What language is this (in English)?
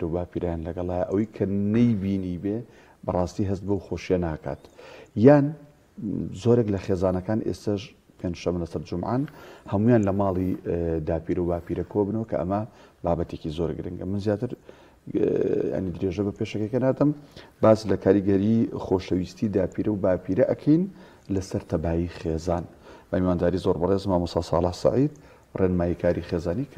Central Kurdish